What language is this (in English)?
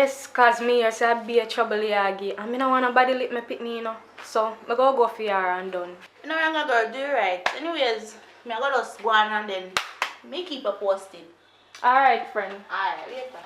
Jamaican Creole English